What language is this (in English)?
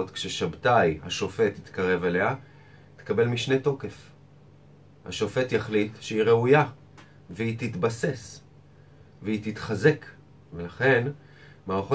Hebrew